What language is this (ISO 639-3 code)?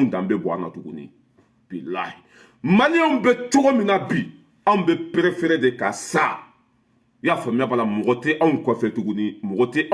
bam